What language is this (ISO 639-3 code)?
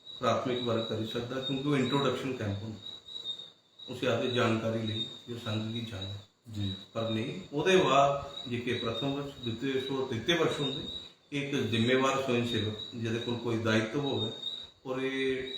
doi